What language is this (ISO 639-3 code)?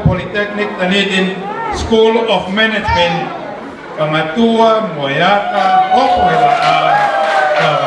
ton